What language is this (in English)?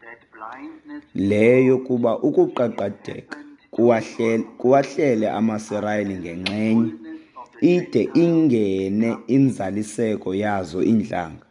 Xhosa